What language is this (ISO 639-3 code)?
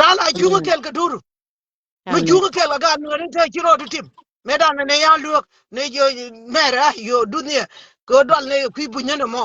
nus